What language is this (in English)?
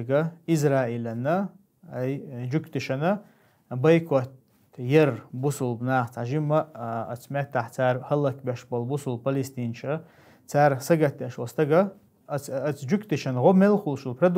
Chechen